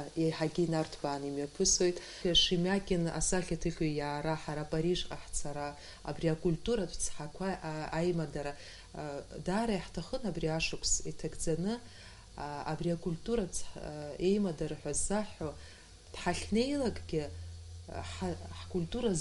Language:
Abkhazian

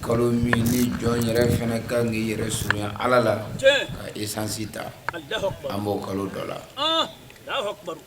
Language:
Bambara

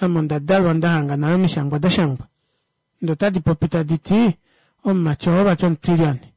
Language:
Kuanyama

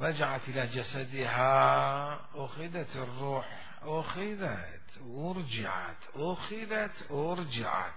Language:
Mesopotamian Arabic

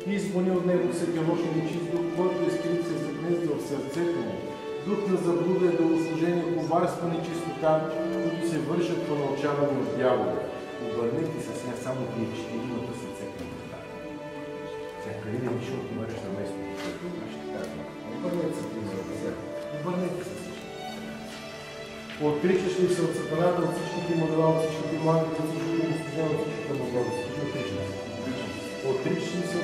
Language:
Bulgarian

